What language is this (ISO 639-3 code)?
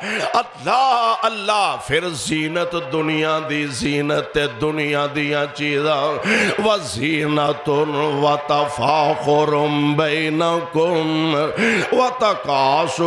lah